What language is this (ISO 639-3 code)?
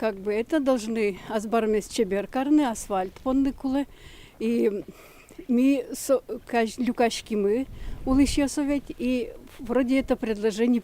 udm